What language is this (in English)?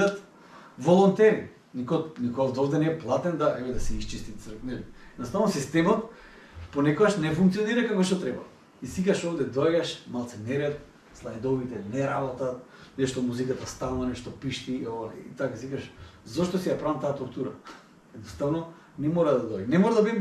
Macedonian